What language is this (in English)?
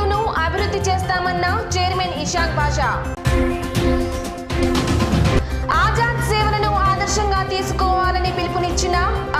Telugu